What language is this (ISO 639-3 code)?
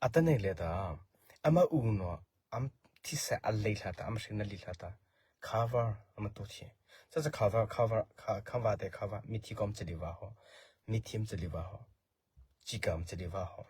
mrh